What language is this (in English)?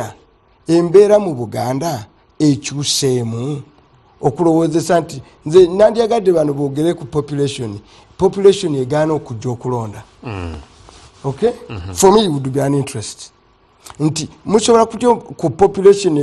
Ganda